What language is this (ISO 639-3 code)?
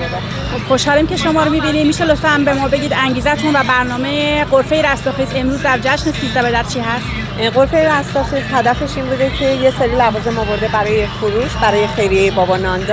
fas